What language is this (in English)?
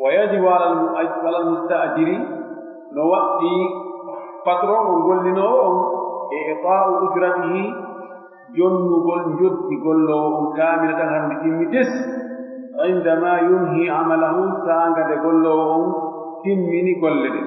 Pular